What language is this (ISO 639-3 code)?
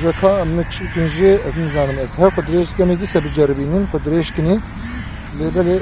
kur